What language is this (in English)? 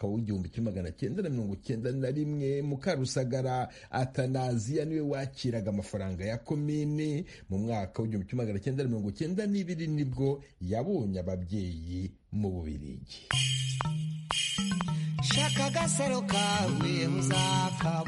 Kinyarwanda